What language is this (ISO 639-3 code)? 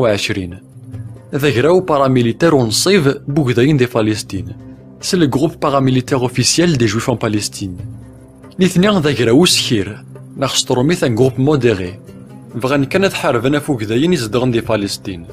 kab